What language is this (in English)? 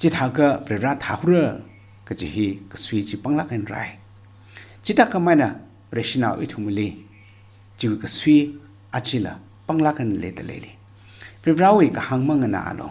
Tangkhul Naga (India)